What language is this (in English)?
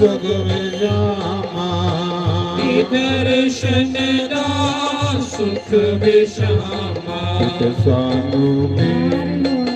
Dogri